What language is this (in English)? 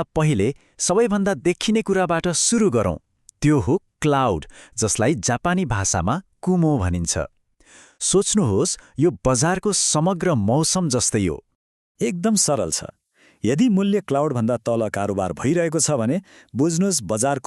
Nepali